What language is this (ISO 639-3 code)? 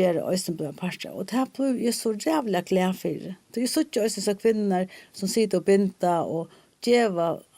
fao